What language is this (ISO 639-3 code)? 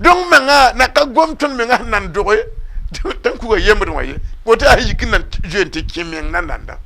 mos